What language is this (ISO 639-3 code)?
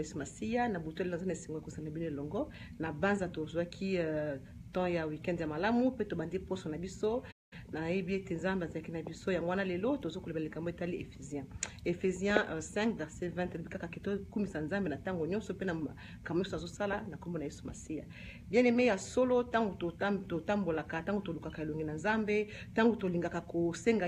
lin